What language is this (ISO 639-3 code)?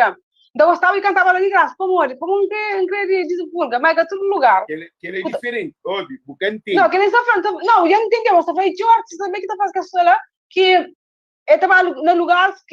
kea